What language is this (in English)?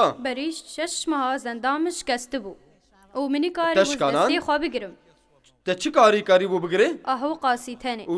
Kurdish